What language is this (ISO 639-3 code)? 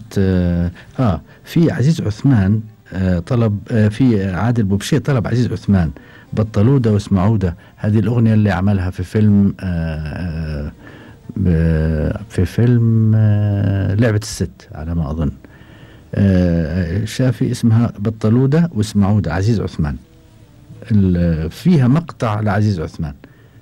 afb